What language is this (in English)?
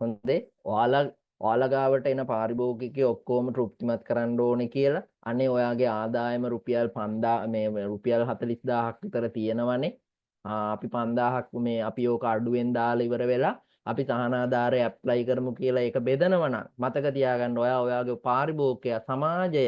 Sinhala